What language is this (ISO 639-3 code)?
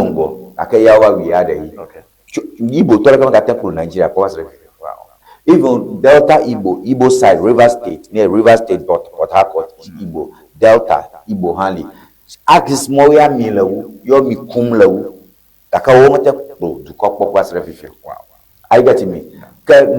ewe